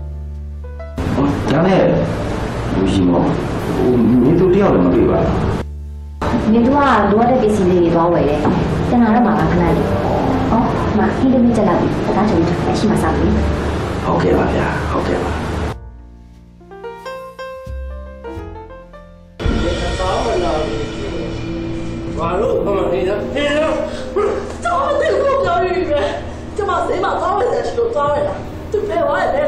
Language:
Burmese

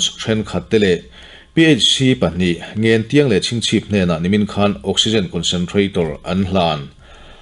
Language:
Mizo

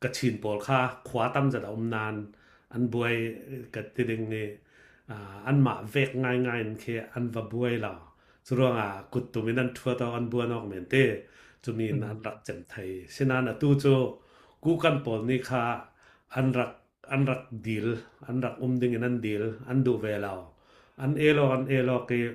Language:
Falam Chin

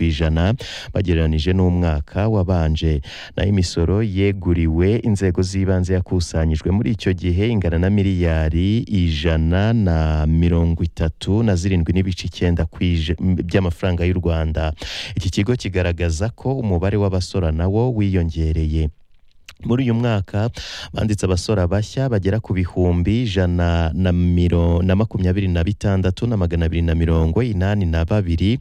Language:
Kinyarwanda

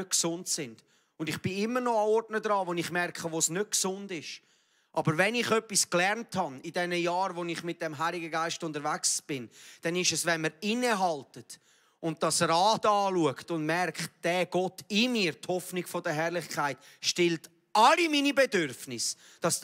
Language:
Swiss German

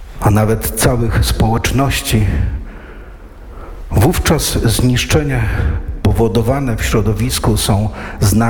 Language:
Polish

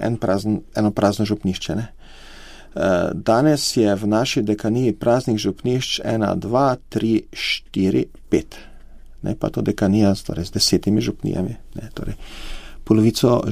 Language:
Slovenian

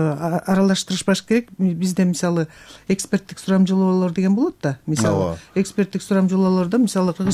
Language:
Kyrgyz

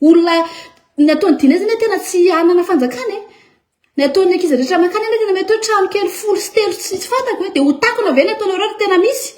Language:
Malagasy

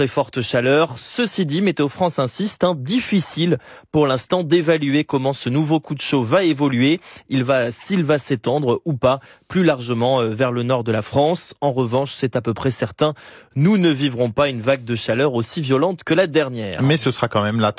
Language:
French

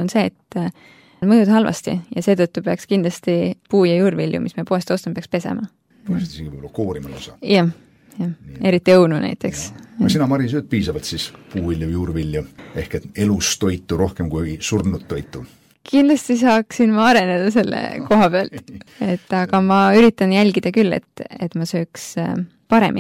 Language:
Estonian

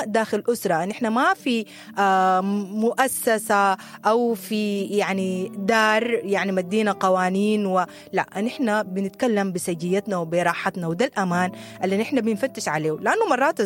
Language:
Sudanese Arabic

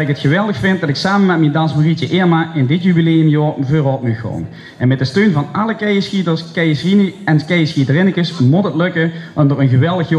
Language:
Limburgish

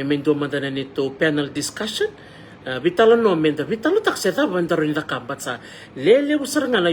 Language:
Fijian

